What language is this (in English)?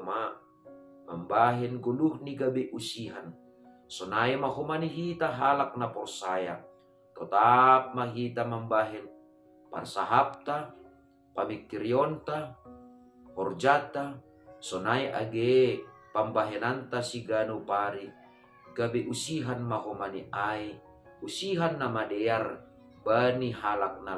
Batak Simalungun